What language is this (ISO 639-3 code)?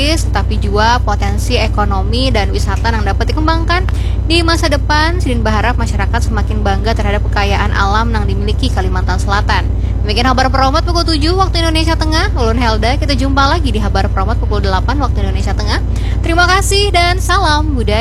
bjn